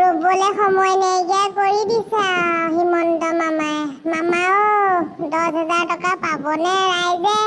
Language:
Assamese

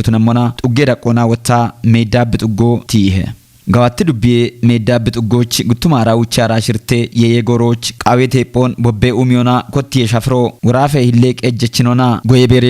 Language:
Kafa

